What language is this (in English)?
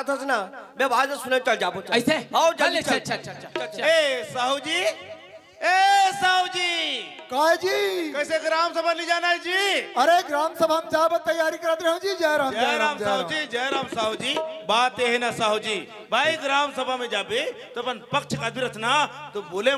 Chhattisgarhi